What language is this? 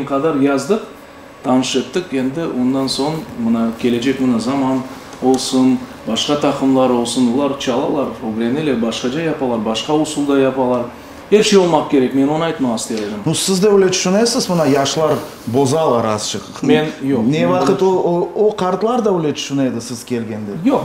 Crimean Tatar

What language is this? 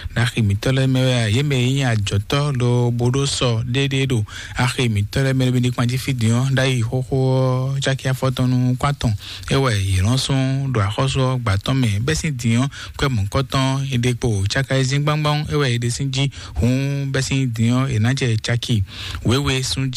Fon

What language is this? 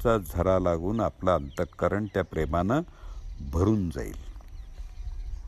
Marathi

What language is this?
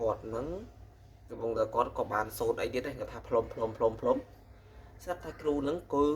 Khmer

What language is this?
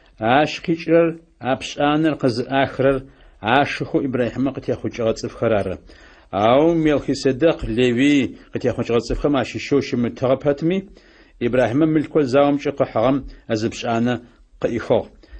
Adyghe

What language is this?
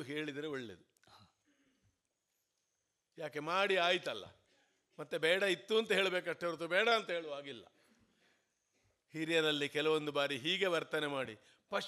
Kannada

